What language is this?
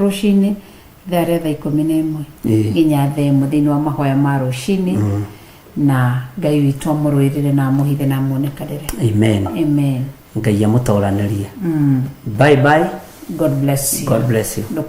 Kikuyu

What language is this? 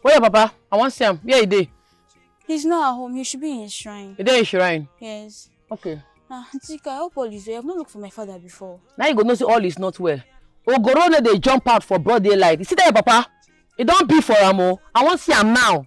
Nigerian Pidgin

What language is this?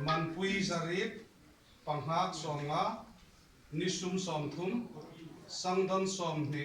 Hmar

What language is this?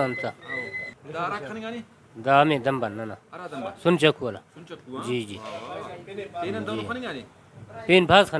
Brahui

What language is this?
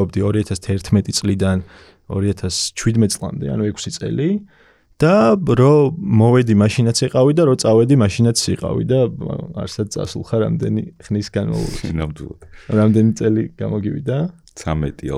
Georgian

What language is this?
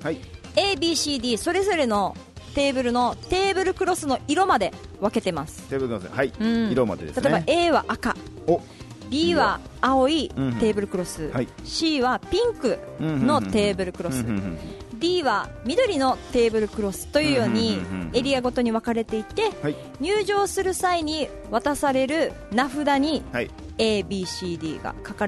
Japanese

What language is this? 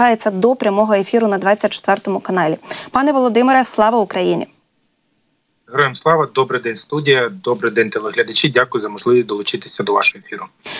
Ukrainian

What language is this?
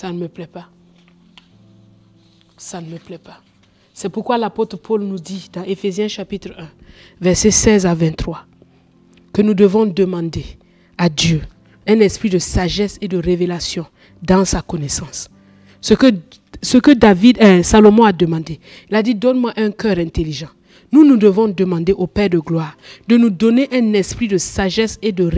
French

